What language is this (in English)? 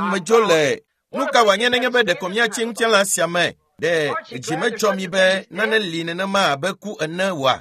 Ewe